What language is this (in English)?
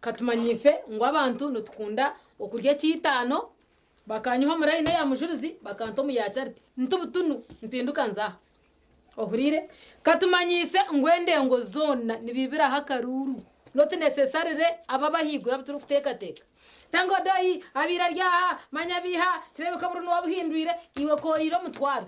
Nyankole